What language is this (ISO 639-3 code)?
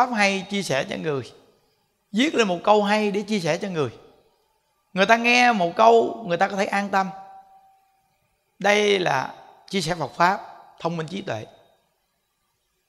vie